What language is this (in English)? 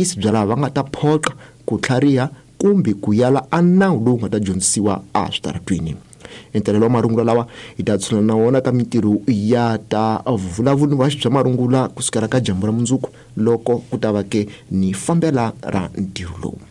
Tsonga